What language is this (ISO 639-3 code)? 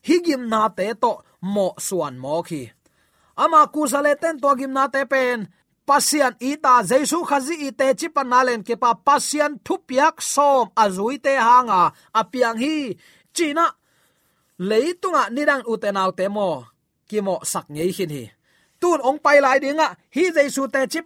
ctd